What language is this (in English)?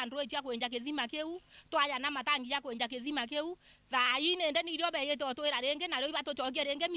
Meru